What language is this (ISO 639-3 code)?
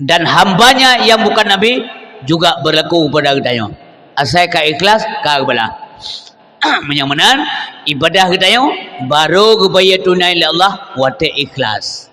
ace